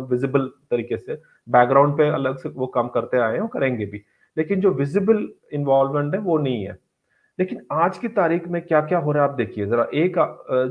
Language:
Hindi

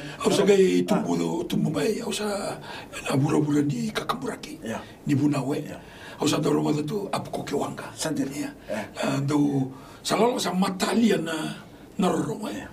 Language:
Fijian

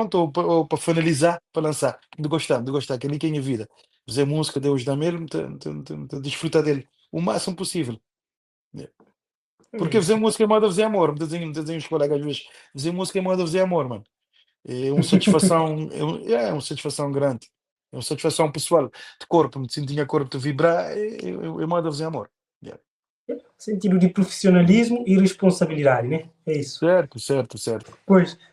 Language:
Kabuverdianu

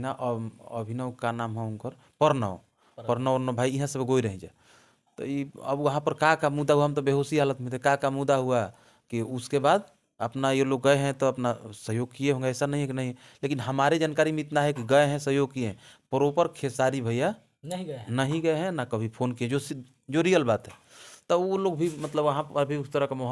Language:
Bhojpuri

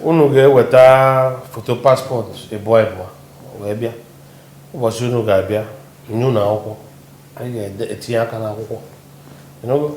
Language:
Igbo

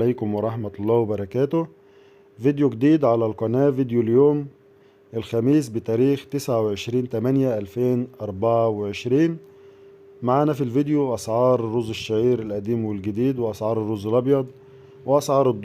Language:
Egyptian Arabic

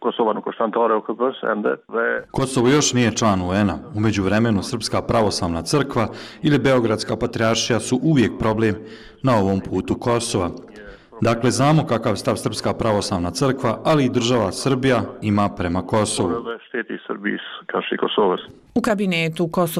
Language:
Bosnian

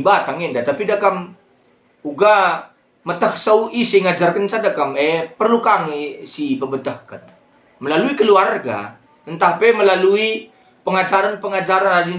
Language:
Batak Karo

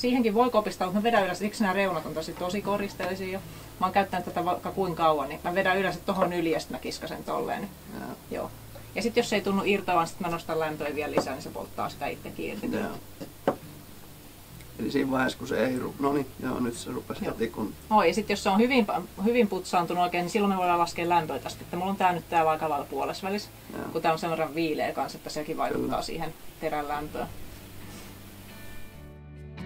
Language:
Finnish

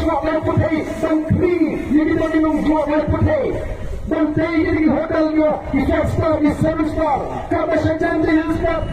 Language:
Khasi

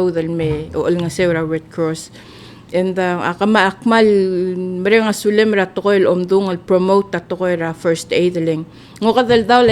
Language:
Palauan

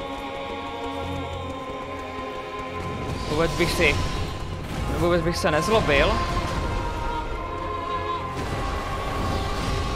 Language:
Czech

